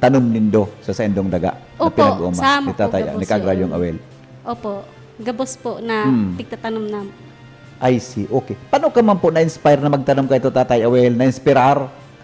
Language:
Bikol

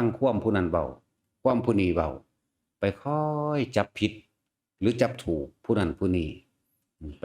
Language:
Northeastern Thai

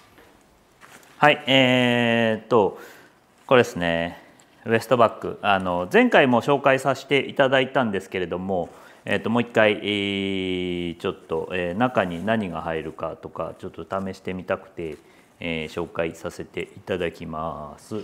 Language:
Japanese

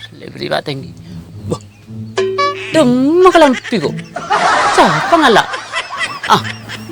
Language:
Madurese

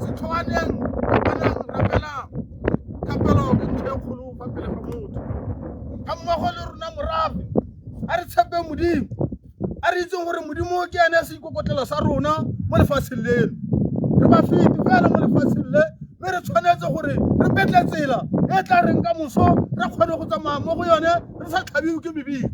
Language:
Tswana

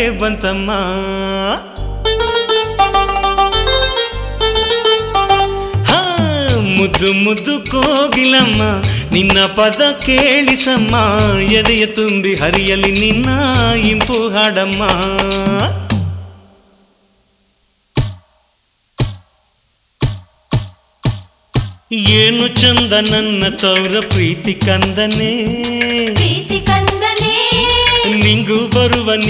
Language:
Kannada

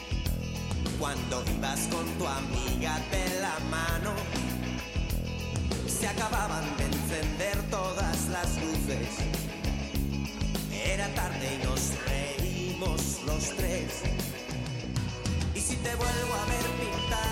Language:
Spanish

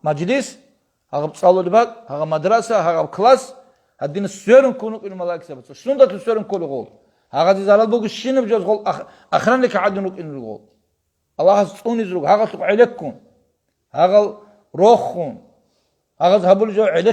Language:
Avaric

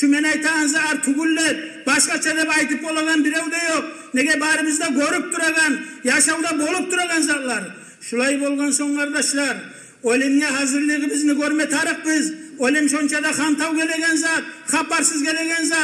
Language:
Kumyk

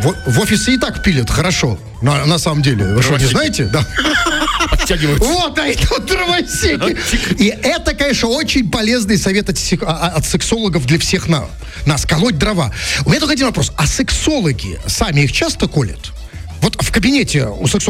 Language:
Russian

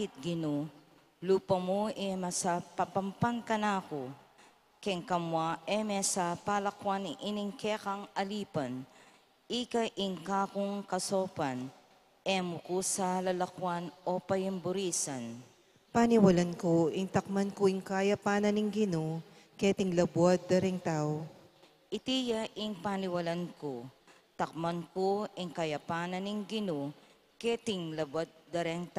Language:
Pampanga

